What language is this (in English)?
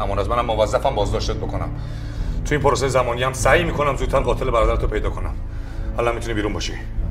Persian